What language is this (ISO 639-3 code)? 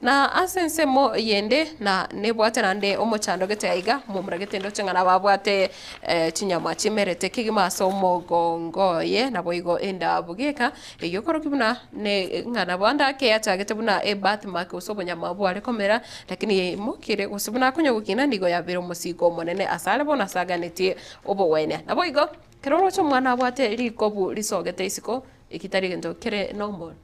guz